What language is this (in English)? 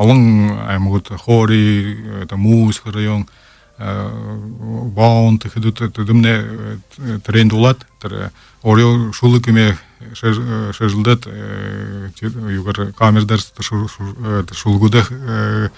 Buriat